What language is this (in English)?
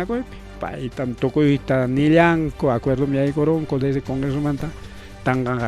Ayacucho Quechua